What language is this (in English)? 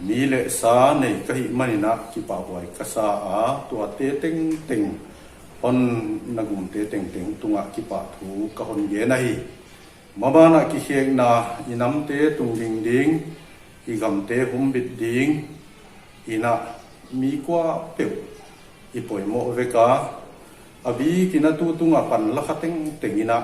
Paite Chin